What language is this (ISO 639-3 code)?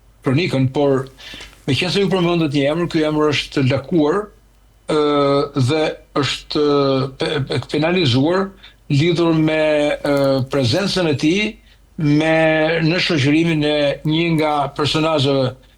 sqi